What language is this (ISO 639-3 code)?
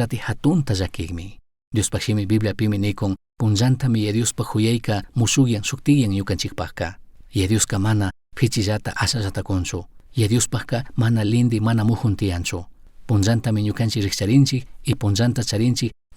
qug